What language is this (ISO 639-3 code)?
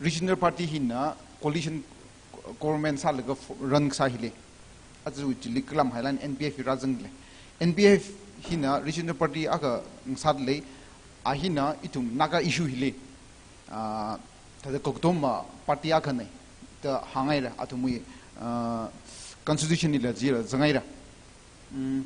nmf